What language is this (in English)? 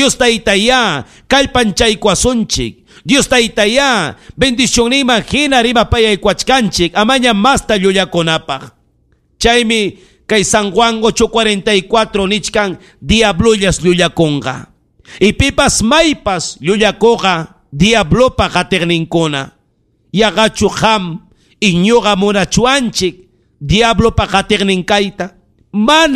Ayacucho Quechua